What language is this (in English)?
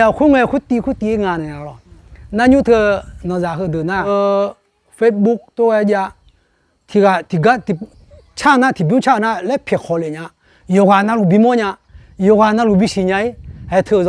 Akha